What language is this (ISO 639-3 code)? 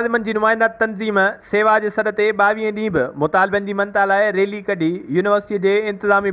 snd